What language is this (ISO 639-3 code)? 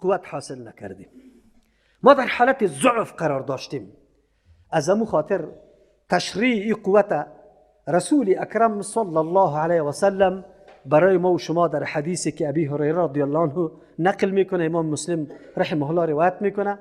fas